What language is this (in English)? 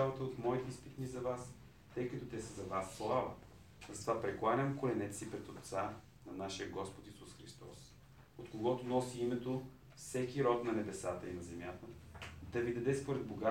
Bulgarian